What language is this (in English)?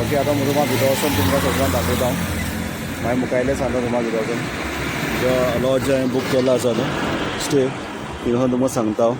Konkani